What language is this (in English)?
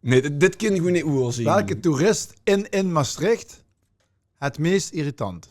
Limburgish